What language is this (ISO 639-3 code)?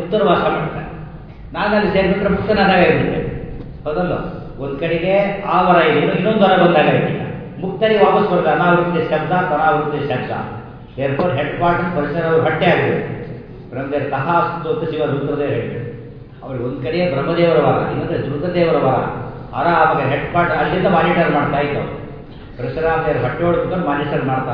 kan